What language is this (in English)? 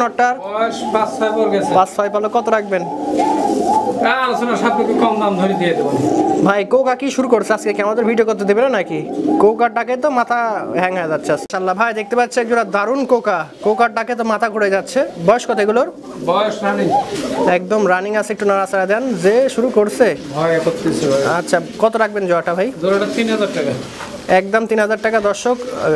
Bangla